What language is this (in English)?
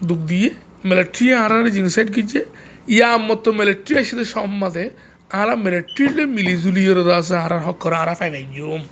Rohingya